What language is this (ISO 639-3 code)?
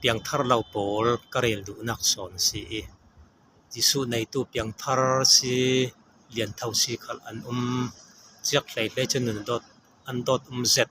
cfm